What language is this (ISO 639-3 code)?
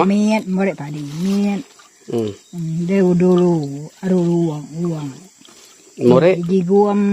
iba